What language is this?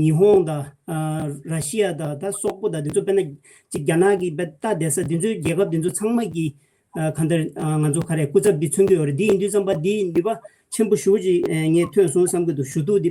Tibetan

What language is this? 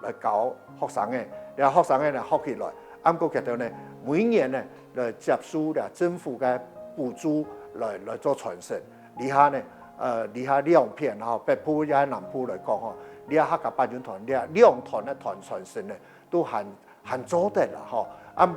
Hakka Chinese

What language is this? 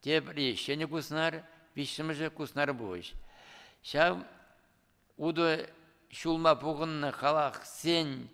Chuvash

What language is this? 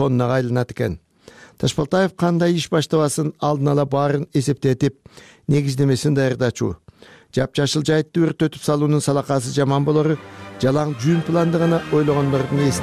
Kyrgyz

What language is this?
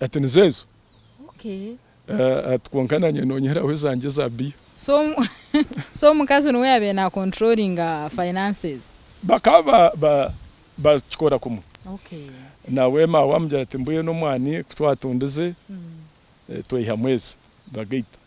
Nyankole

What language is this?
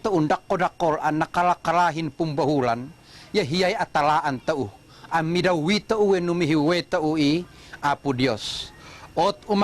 Tuwali Ifugao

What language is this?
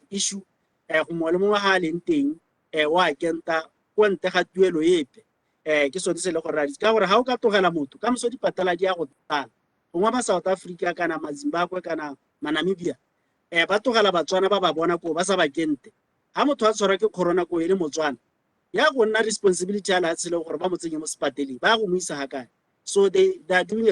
Tswana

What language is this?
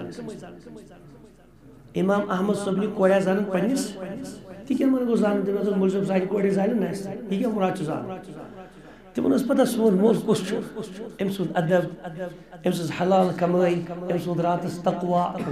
Kashmiri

